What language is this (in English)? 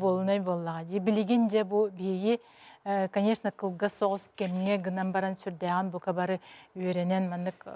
Yakut